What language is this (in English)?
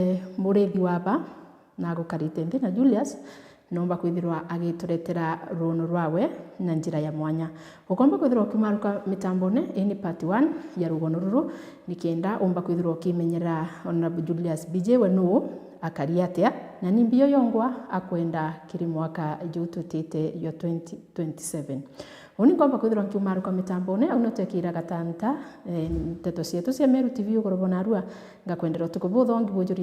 Meru